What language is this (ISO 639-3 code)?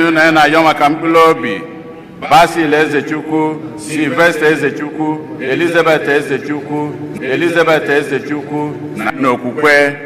ibo